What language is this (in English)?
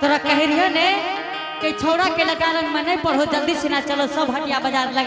Angika